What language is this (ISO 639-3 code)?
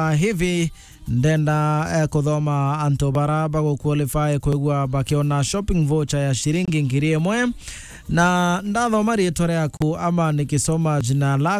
mer